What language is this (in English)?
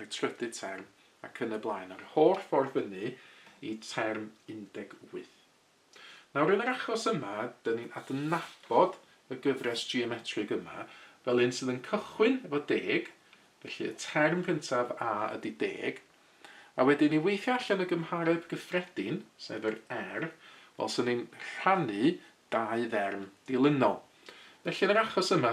Welsh